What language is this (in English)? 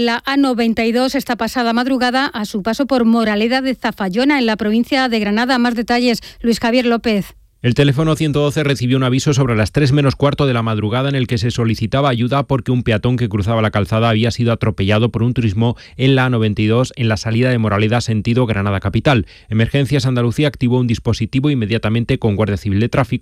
Spanish